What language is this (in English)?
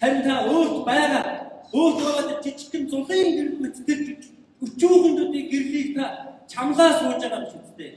Mongolian